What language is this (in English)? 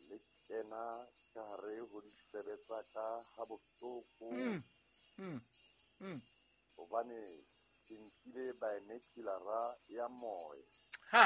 Southern Sotho